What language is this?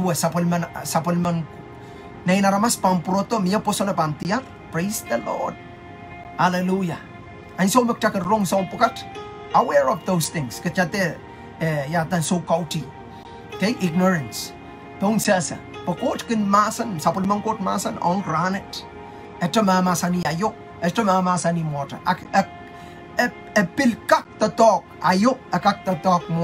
Pohnpeian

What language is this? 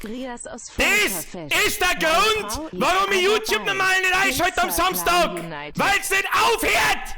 Bavarian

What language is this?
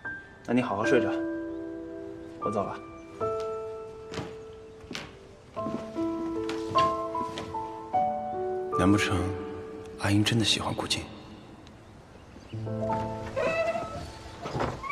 Chinese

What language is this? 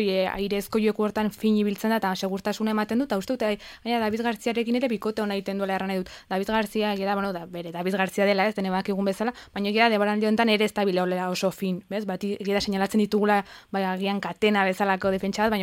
Basque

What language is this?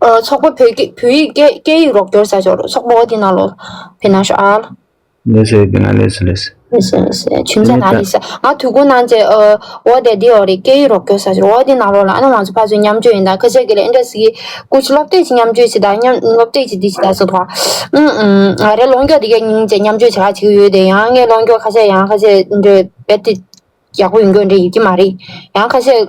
Tibetan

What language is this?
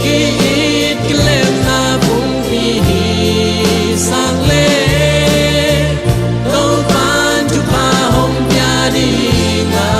Tedim Chin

